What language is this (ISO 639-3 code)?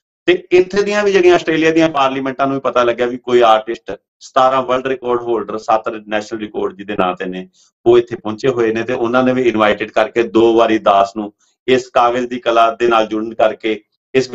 pan